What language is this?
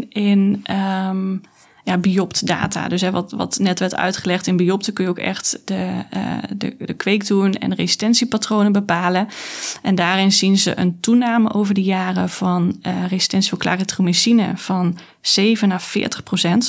Dutch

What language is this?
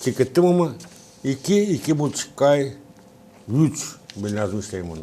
Gagauz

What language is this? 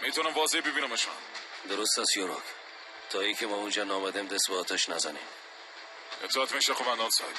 Persian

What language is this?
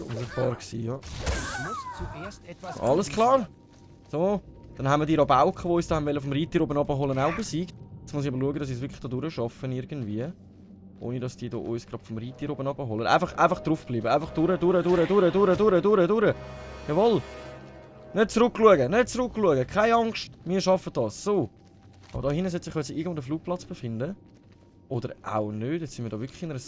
Swiss German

